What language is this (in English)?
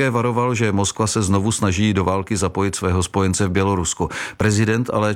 Czech